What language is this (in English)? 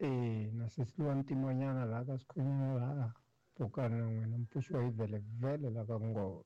Tsonga